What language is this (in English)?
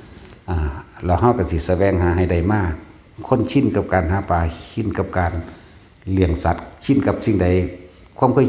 Northeastern Thai